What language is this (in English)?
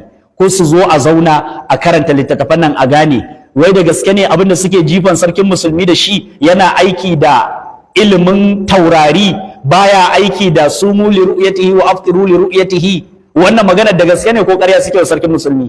Hausa